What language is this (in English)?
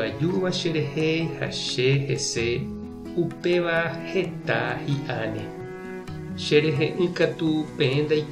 Guarani